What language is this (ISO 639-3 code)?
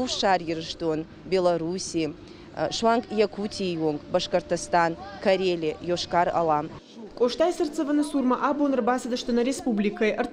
oss